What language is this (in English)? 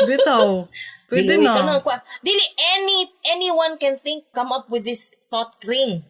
Cebuano